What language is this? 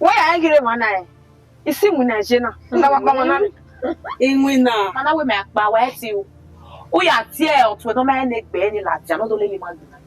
Bini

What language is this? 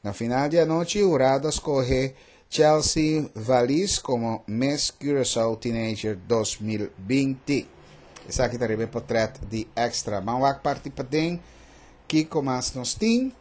Papiamento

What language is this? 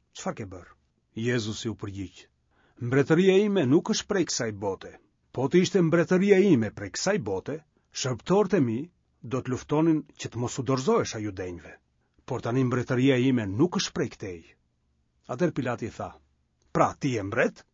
Albanian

